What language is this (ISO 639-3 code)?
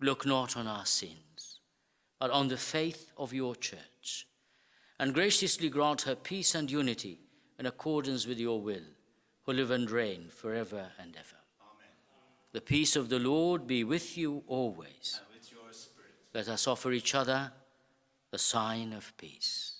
eng